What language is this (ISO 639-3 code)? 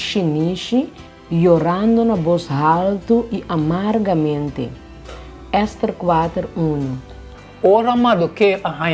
pap